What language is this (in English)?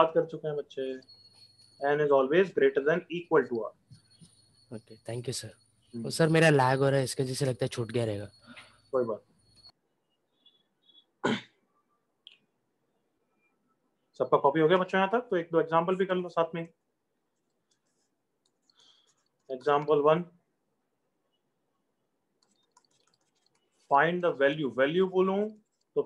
Hindi